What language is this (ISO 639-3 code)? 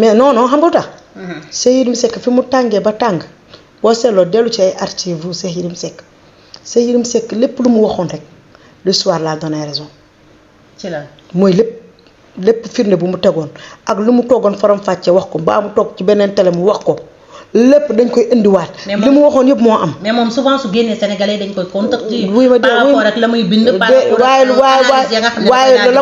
wol